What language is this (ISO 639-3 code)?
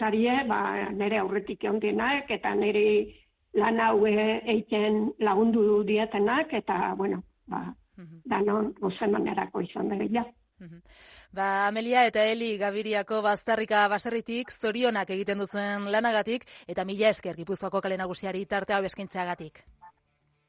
eus